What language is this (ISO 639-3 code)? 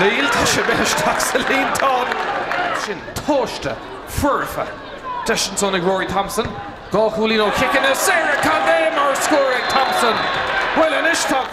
gle